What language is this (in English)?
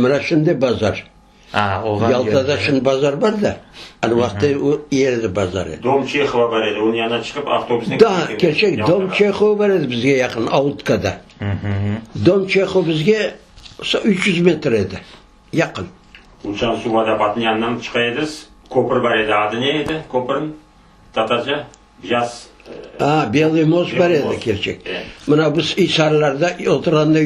Crimean Tatar